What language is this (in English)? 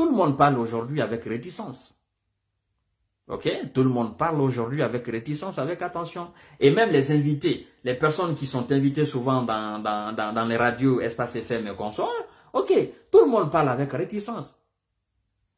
French